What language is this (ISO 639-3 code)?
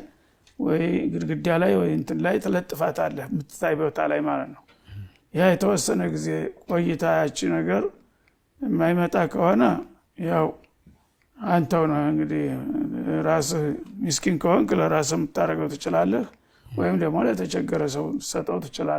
amh